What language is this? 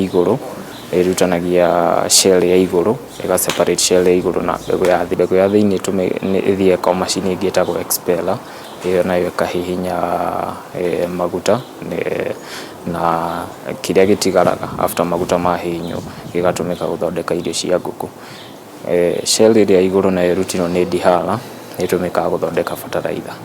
Kikuyu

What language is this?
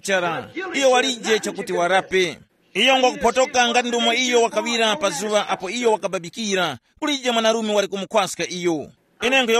Tumbuka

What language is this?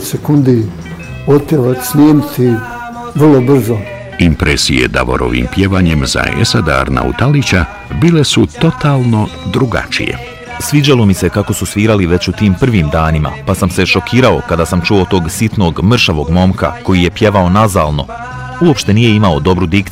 Bosnian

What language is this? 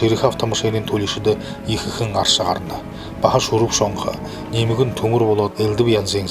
Buriat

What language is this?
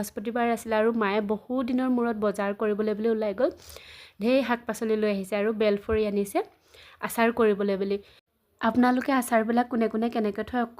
Assamese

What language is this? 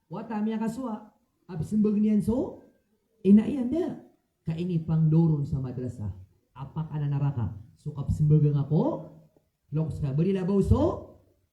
Maranao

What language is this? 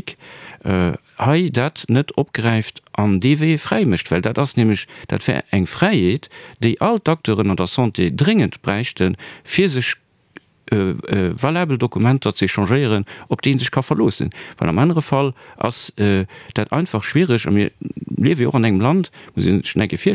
Luxembourgish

